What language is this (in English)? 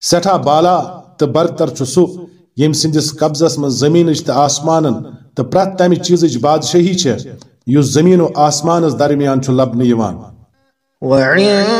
Kashmiri